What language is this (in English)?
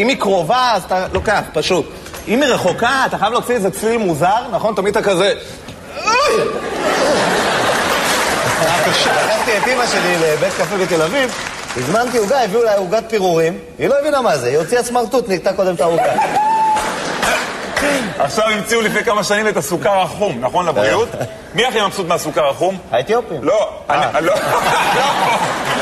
Hebrew